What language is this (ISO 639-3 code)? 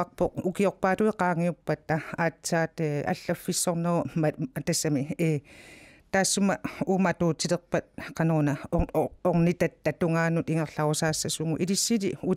kal